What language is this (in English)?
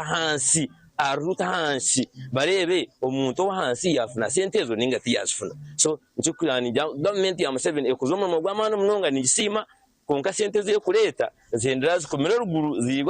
Nyankole